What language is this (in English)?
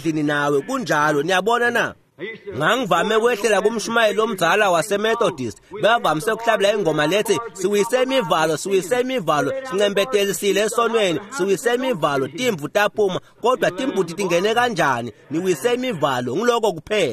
Swati